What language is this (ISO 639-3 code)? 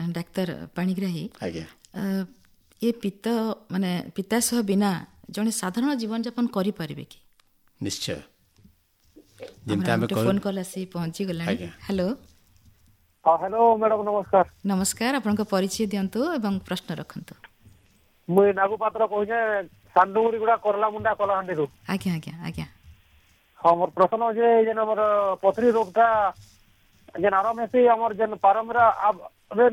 ori